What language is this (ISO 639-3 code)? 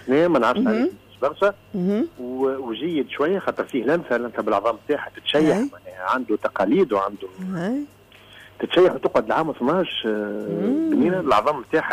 aeb